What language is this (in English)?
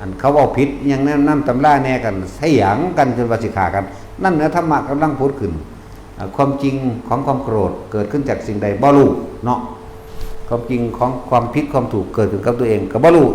Northeastern Thai